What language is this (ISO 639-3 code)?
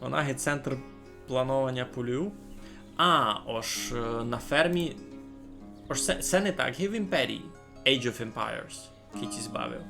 rue